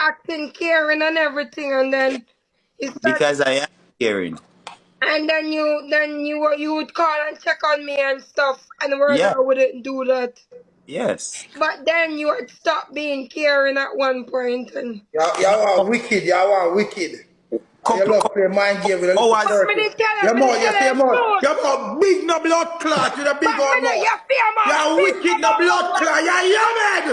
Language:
Jamaican Creole English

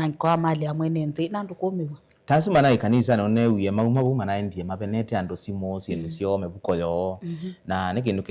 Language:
Kamba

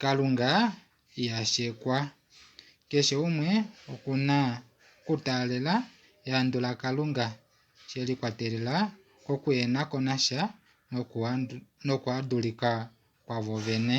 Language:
Kuanyama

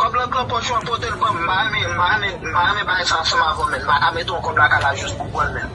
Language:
Haitian Creole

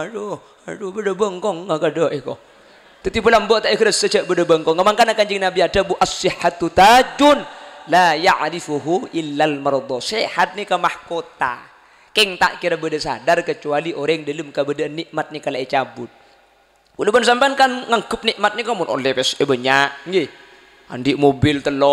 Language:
Madurese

